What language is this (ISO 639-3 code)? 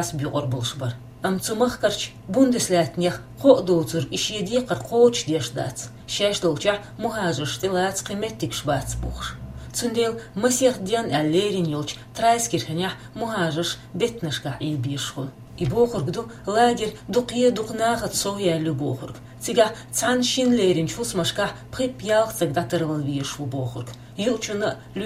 che